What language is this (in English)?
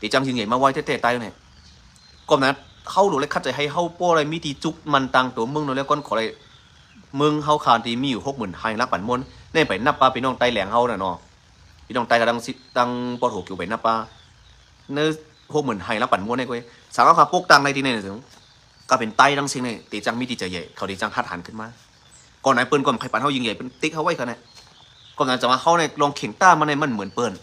Shan